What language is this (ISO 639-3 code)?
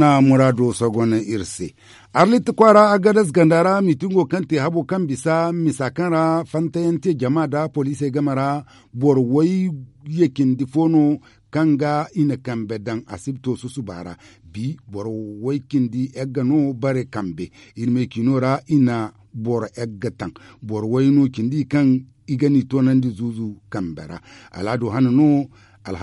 dje